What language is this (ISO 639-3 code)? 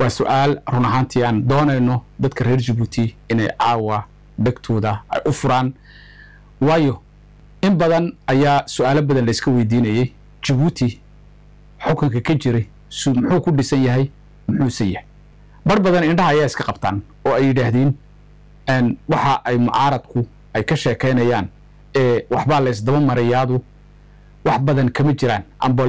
som